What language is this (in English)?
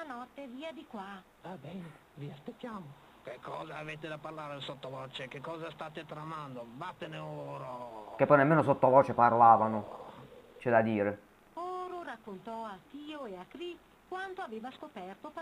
Italian